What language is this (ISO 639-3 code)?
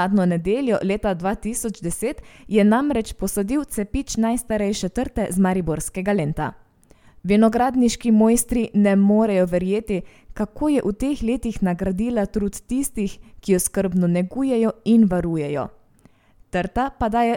slv